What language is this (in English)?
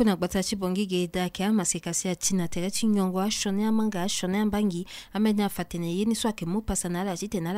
Sango